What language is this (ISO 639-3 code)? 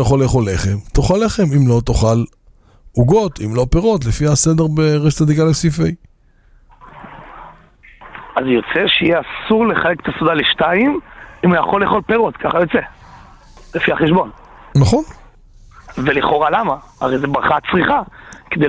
heb